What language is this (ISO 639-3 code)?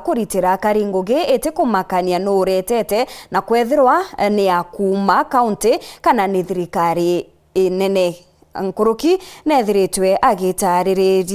mer